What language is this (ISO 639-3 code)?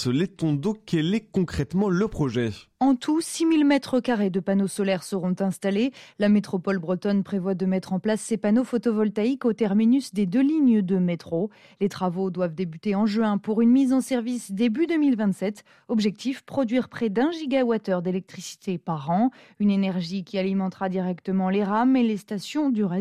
fra